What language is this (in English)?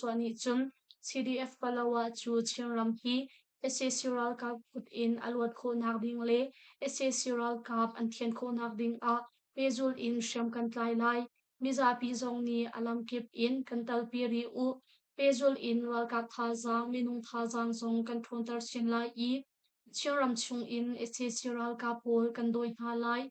Hakha Chin